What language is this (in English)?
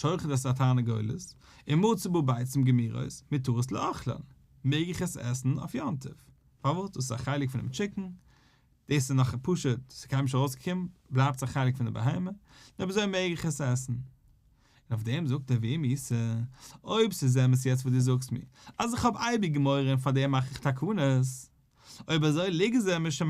Yiddish